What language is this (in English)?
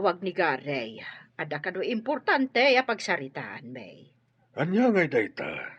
Iloko